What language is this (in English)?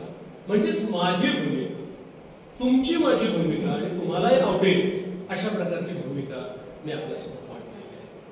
Marathi